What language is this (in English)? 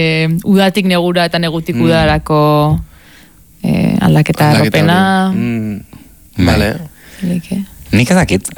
Basque